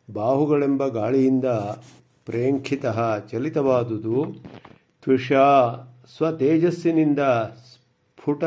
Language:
Kannada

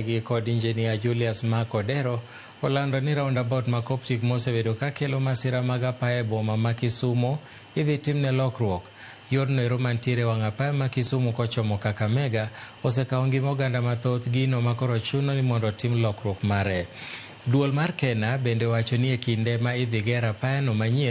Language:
Luo (Kenya and Tanzania)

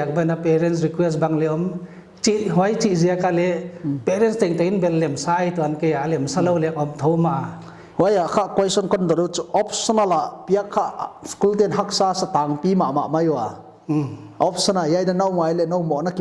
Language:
Paite Chin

